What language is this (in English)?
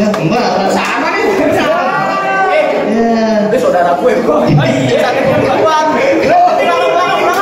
Betawi